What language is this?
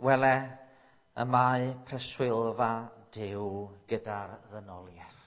Welsh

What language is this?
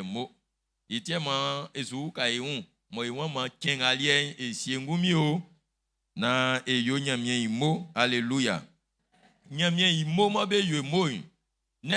Baoulé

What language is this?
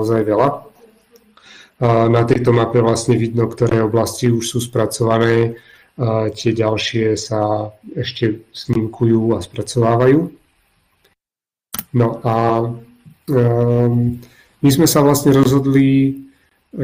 Slovak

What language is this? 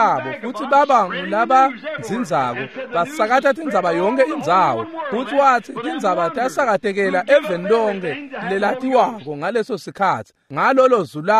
Swati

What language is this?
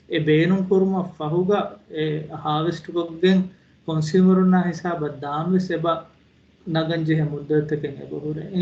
Divehi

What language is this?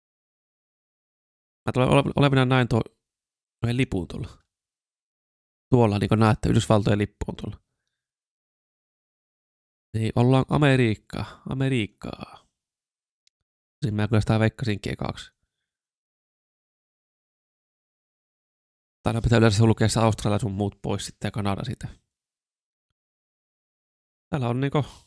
Finnish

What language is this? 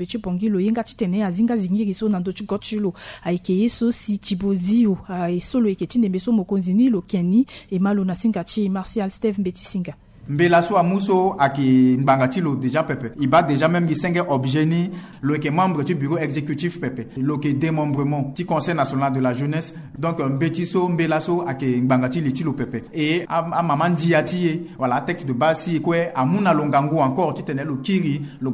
Sango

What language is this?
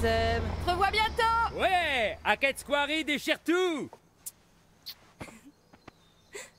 French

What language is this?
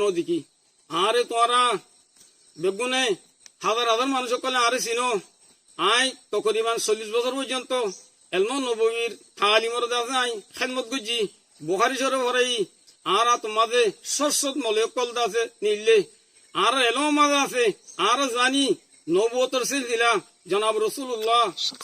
Rohingya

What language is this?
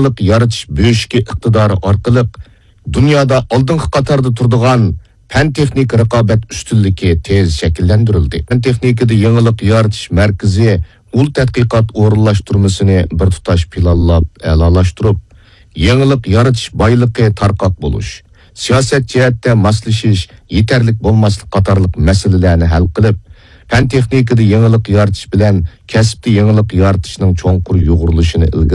Uyghur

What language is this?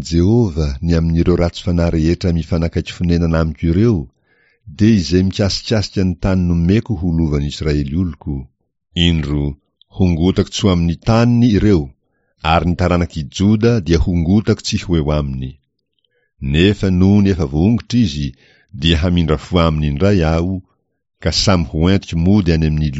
Malagasy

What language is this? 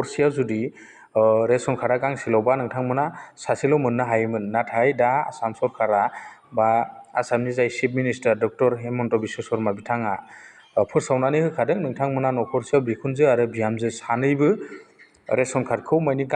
Bodo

